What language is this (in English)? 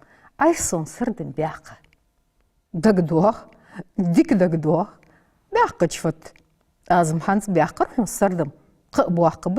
Ingush